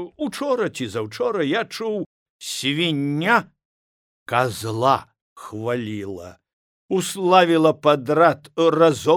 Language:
Belarusian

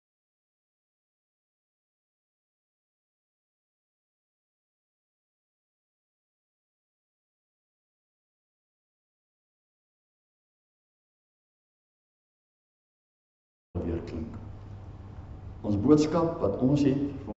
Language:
Afrikaans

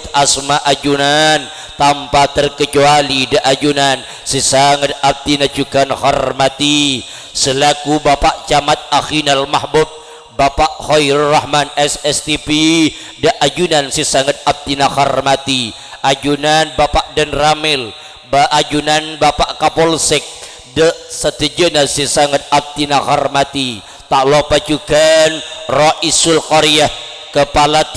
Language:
Madurese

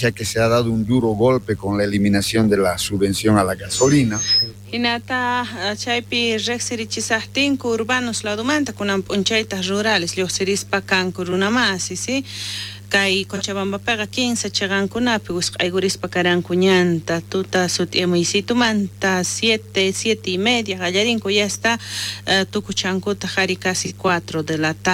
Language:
South Bolivian Quechua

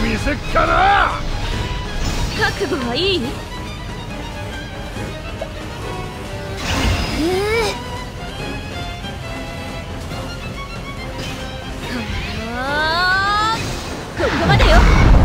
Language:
Japanese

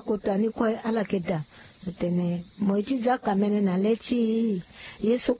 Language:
Sango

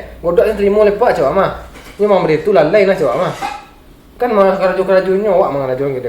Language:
Minangkabau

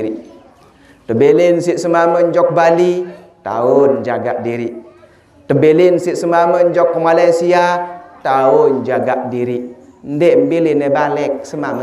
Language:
Sasak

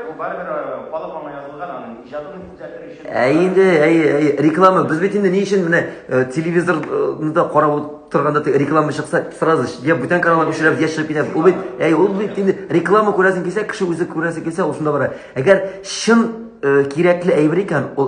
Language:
Tatar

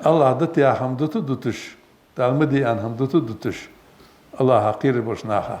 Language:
Ingush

